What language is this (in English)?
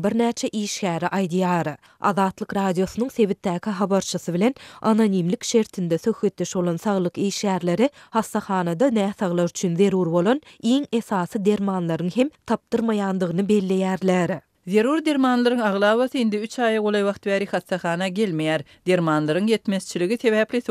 Turkmen